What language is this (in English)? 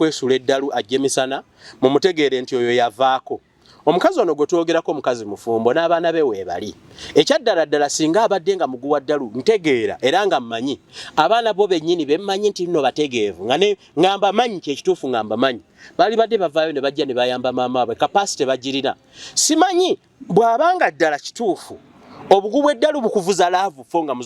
Ganda